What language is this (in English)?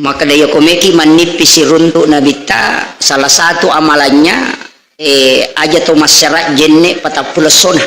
Buginese